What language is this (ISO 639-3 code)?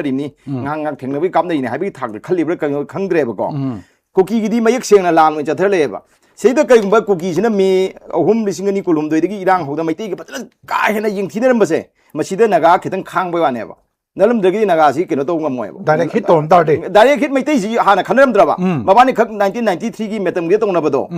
mni